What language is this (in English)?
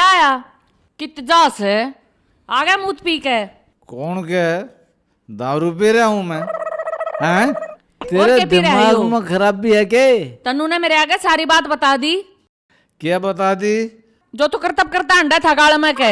Haryanvi